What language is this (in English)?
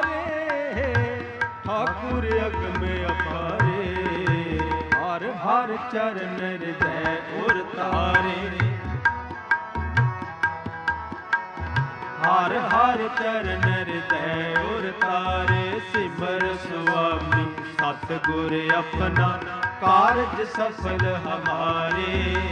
Punjabi